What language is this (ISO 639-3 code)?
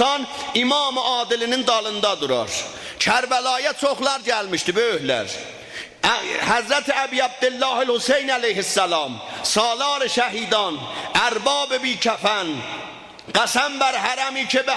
azb